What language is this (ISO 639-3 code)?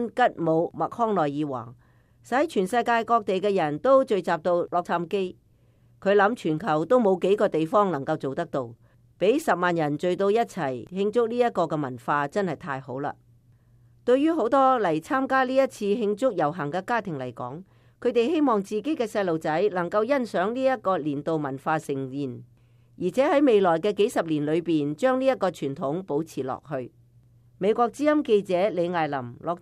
yue